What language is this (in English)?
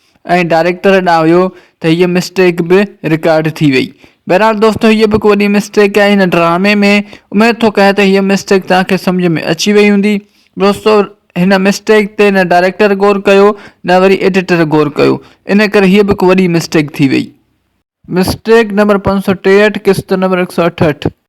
Sindhi